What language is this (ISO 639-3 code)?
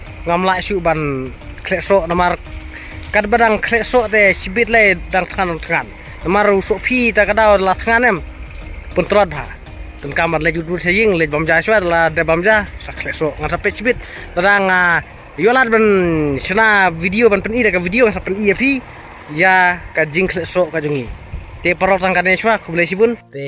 kha